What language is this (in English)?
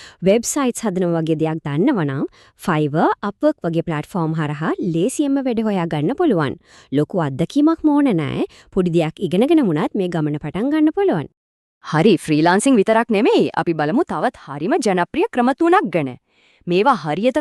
Sinhala